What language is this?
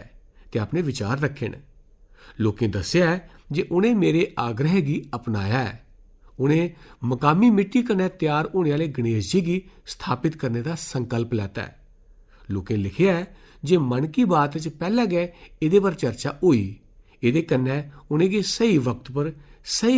Dogri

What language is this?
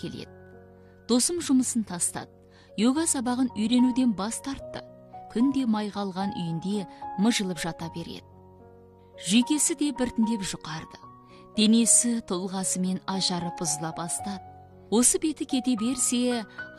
Kazakh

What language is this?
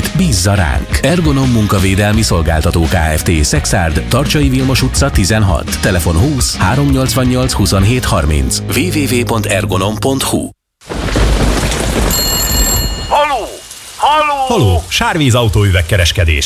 Hungarian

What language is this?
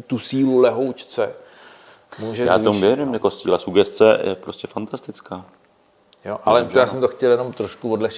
Czech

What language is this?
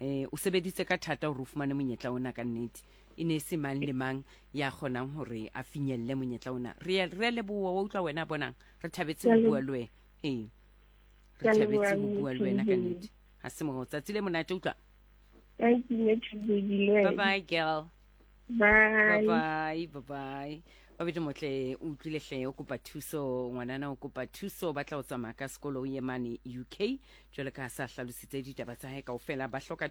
Southern Sotho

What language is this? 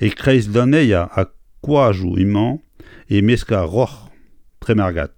Breton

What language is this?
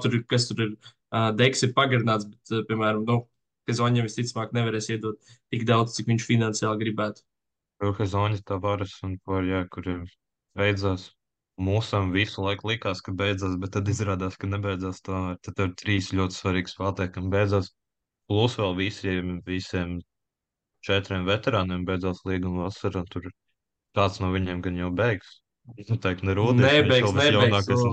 Latvian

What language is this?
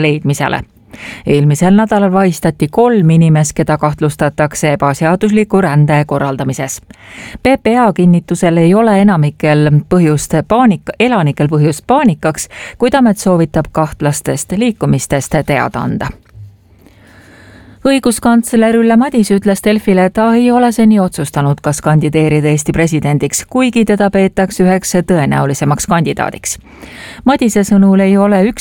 Estonian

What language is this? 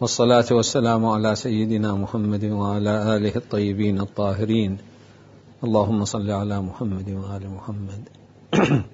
Mesopotamian Arabic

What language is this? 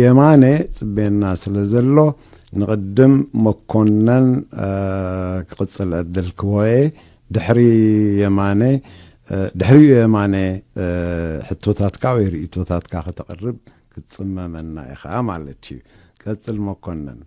Tigrinya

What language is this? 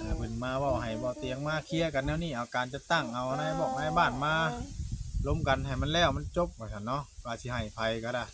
Northeastern Thai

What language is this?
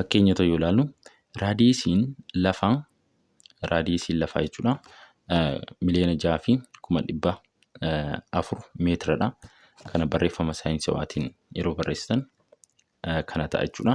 Oromo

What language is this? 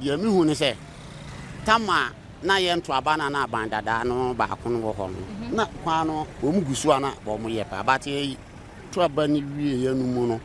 Akan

